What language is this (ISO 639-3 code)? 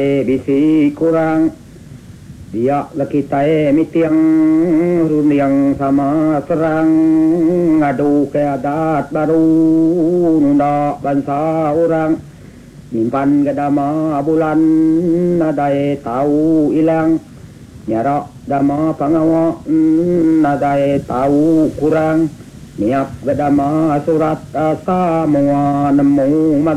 iba